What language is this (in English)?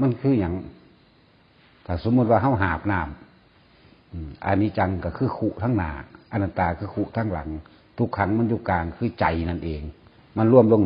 Northeastern Thai